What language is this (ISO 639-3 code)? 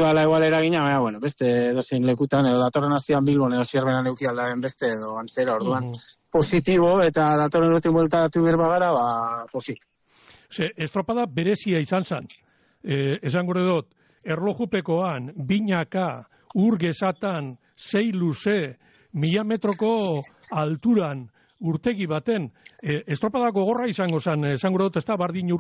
eus